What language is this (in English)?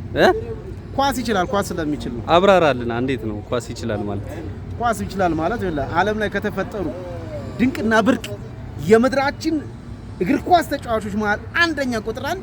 Amharic